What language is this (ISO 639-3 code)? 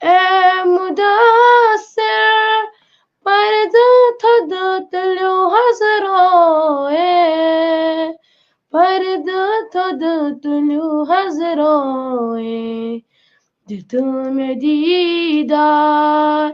kas